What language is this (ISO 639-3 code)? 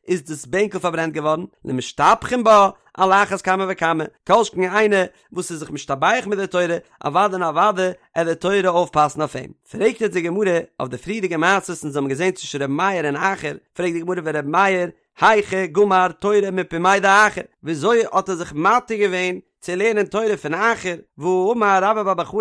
yid